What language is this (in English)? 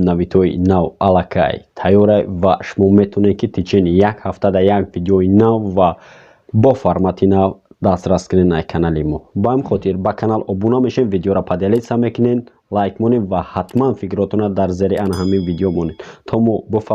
Tajik